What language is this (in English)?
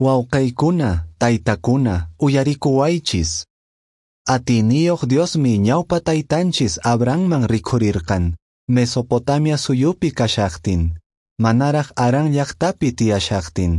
Quechua